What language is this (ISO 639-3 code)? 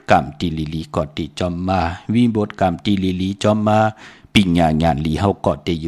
shn